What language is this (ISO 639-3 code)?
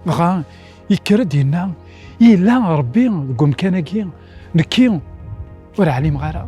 kab